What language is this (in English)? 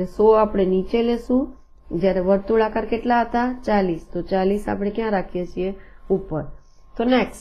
Gujarati